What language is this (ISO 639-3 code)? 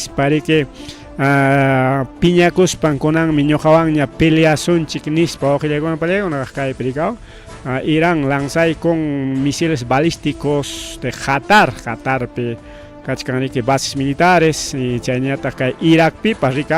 quy